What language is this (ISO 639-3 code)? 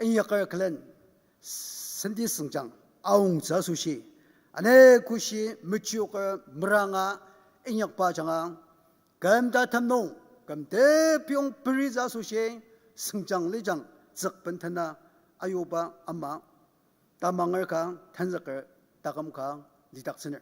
njo